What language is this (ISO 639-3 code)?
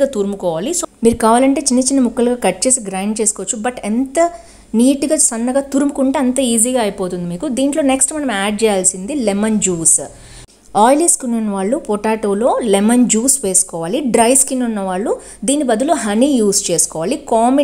tel